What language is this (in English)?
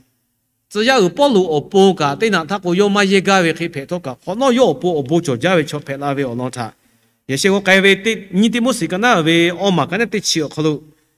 Lahu